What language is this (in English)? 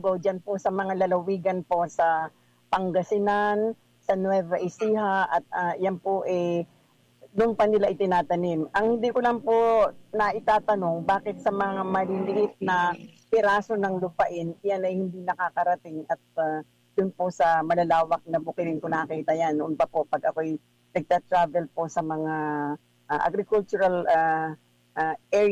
Filipino